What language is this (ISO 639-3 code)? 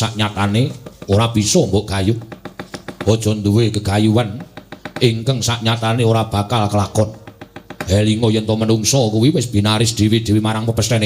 jav